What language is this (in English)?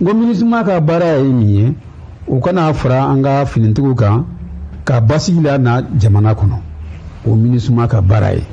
Bambara